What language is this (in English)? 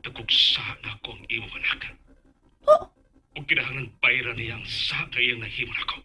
Cebuano